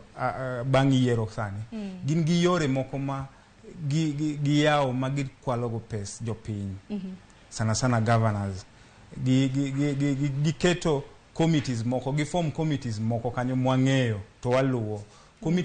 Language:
Luo (Kenya and Tanzania)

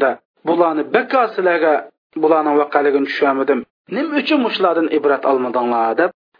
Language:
Uyghur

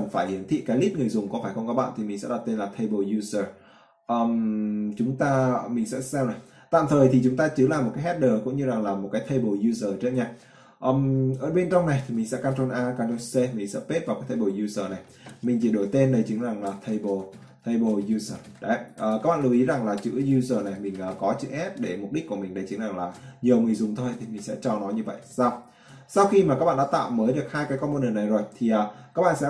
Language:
Vietnamese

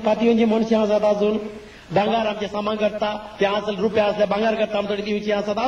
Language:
Konkani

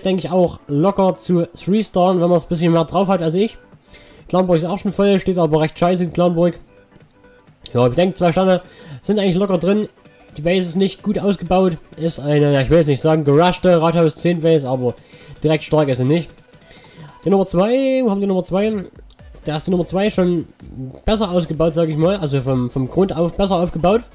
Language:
German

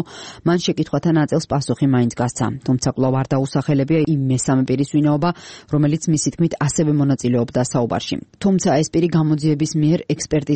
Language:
Georgian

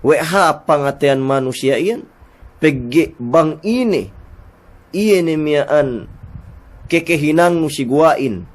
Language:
Yakan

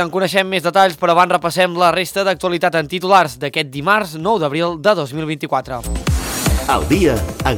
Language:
Catalan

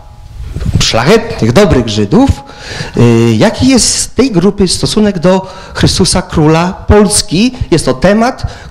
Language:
Polish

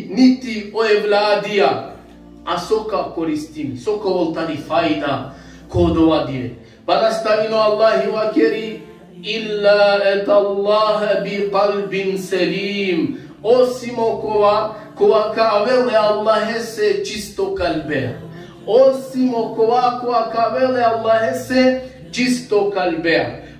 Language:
Balkan Romani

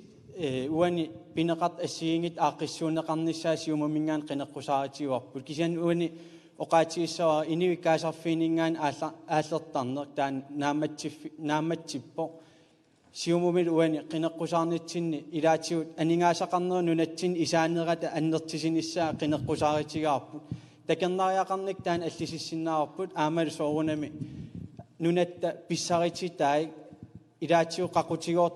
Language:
Kalaallisut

